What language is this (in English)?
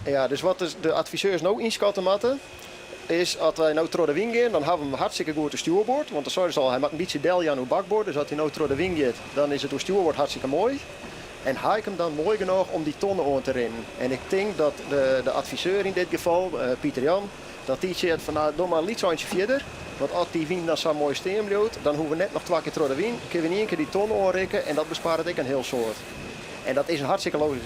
Western Frisian